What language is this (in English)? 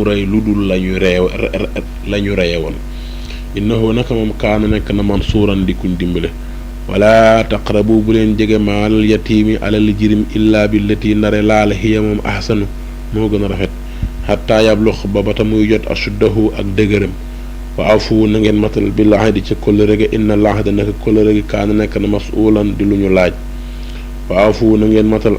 Wolof